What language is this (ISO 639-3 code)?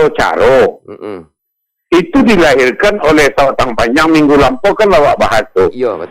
min